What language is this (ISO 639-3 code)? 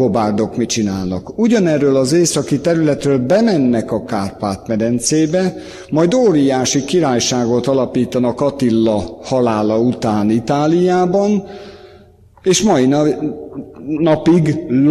hun